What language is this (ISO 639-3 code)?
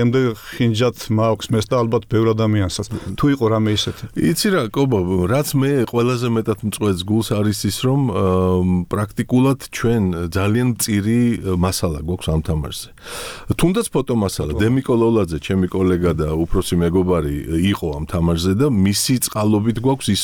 kat